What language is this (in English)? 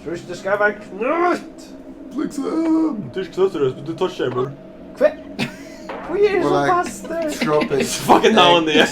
Faroese